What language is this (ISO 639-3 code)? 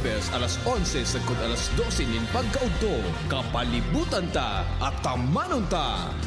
bik